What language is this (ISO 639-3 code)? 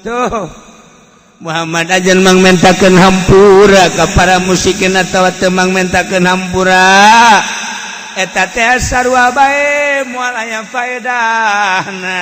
sun